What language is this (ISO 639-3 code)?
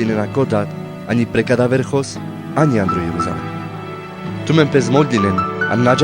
rmc